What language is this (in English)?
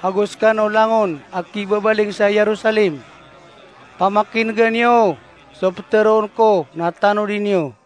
Maranao